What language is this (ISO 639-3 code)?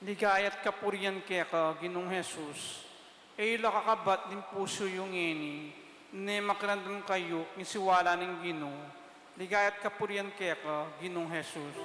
pam